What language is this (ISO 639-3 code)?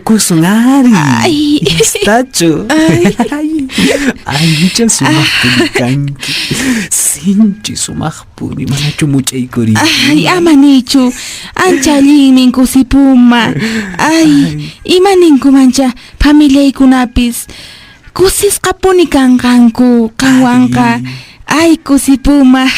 que